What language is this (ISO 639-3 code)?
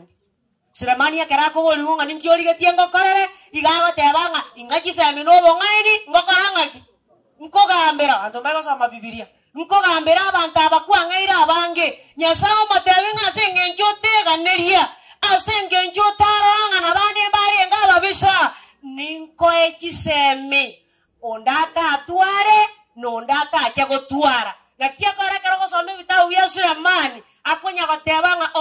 guz